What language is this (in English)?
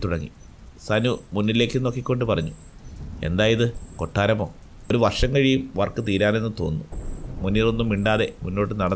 Malayalam